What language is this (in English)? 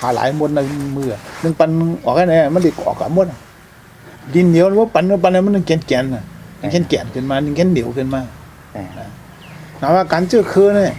Shan